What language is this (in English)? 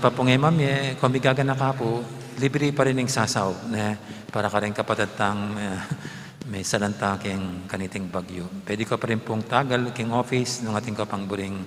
Pampanga